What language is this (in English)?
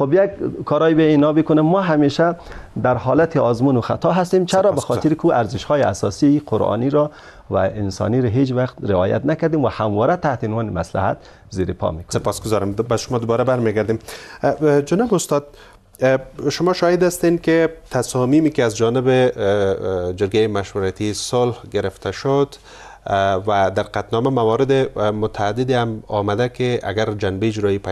Persian